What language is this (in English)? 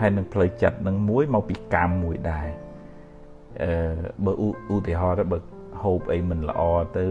Khmer